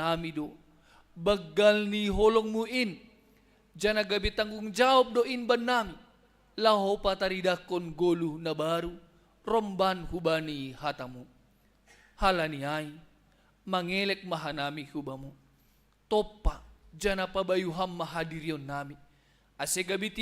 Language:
Batak Simalungun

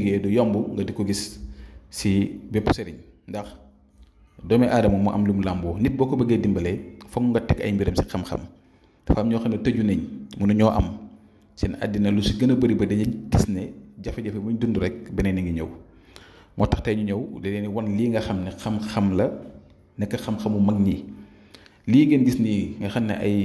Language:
Wolof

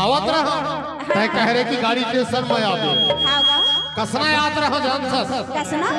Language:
Chhattisgarhi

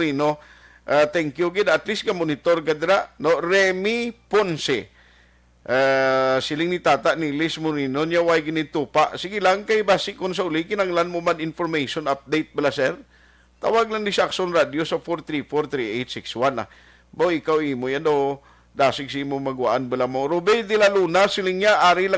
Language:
Hiligaynon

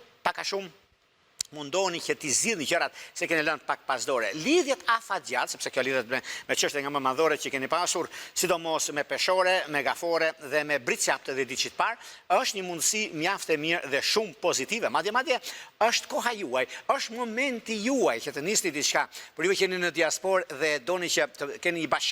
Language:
Albanian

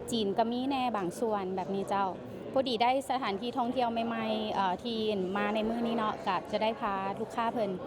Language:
Lao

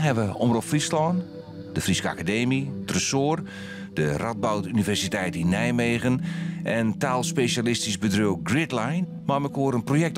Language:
Western Frisian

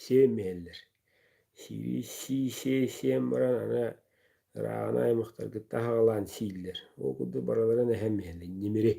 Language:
Yakut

